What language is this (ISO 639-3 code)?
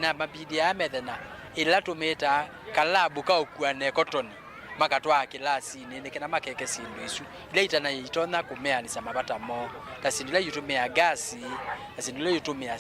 kam